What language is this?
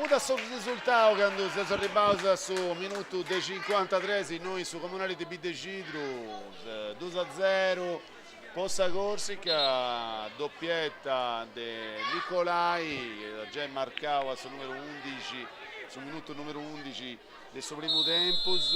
Sardinian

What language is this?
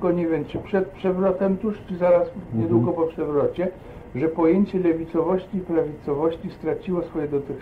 Polish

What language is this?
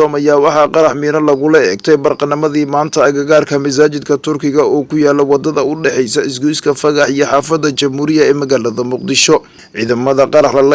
Somali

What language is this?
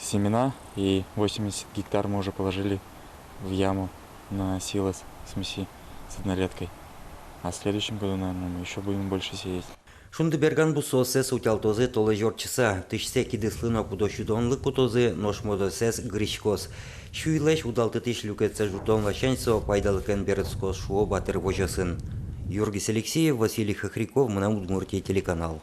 Udmurt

